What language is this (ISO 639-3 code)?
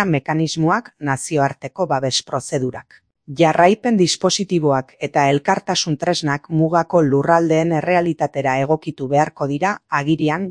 eus